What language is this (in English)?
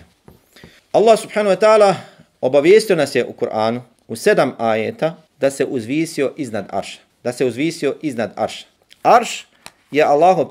Bosnian